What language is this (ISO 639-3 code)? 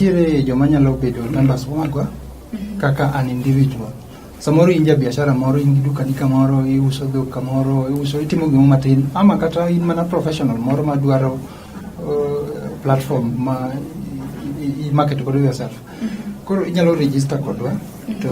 luo